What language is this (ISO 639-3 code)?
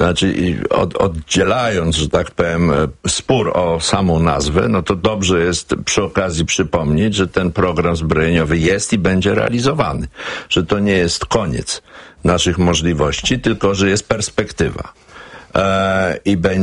pol